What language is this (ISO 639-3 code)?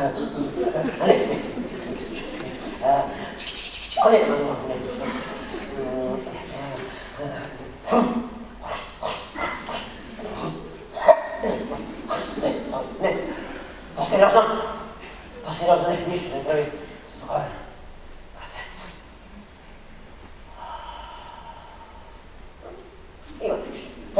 bul